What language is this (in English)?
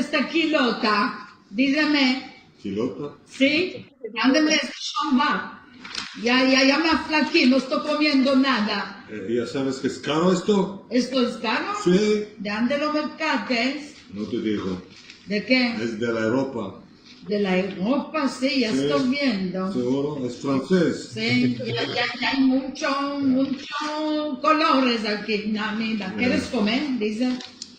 Ladino